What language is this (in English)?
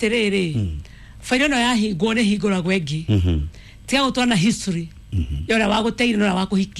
Kikuyu